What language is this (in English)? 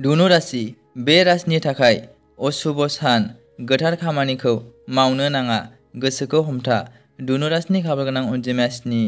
Bodo